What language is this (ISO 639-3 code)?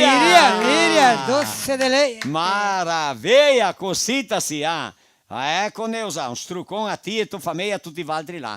vec